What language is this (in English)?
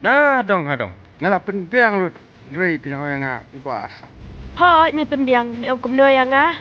Khasi